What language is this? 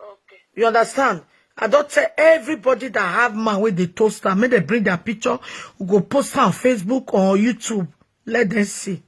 Nigerian Pidgin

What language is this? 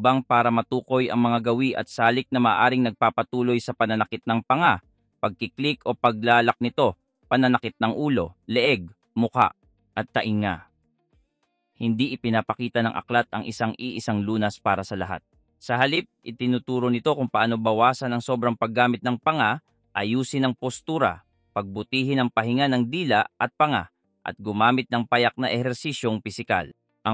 Filipino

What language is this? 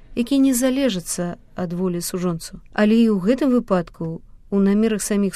Belarusian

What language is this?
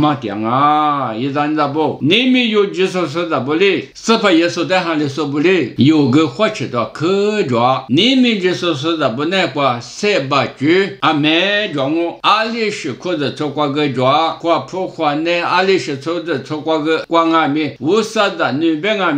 Lisu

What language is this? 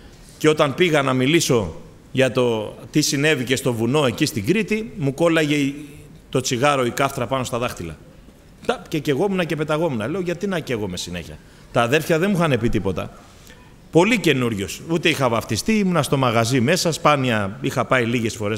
Greek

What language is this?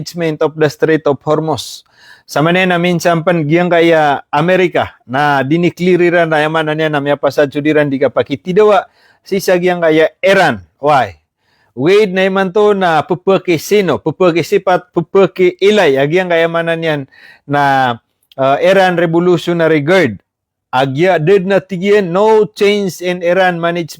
Maranao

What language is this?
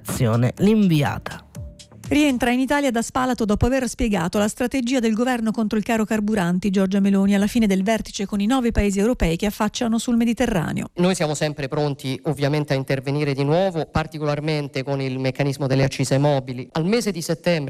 Italian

